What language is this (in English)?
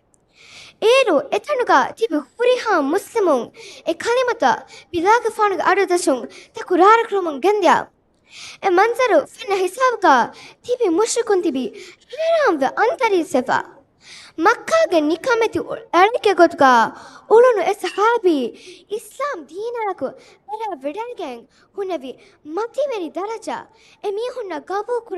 Divehi